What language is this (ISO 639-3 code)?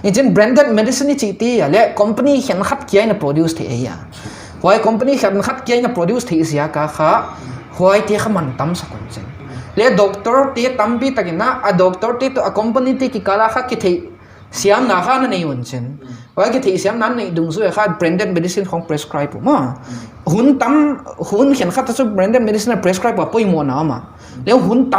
pck